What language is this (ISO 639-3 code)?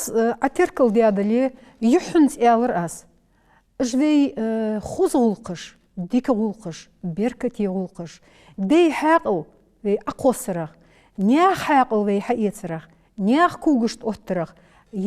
inh